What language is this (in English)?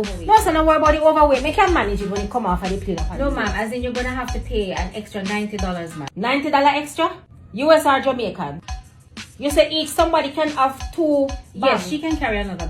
Jamaican Creole English